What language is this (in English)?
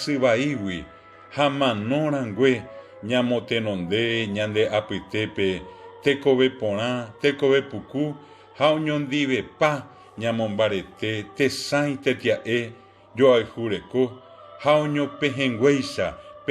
Guarani